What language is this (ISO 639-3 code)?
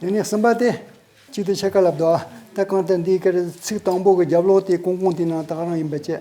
bod